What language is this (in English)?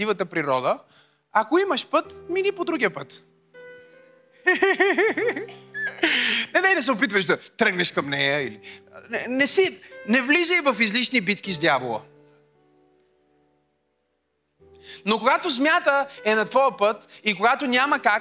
Bulgarian